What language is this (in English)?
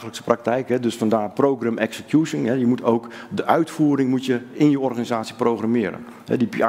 Dutch